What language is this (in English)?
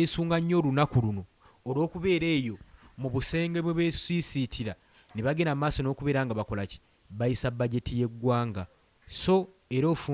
Ganda